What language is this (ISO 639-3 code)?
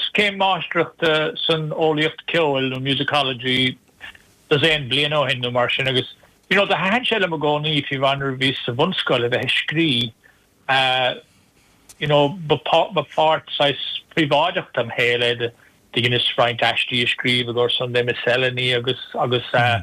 gle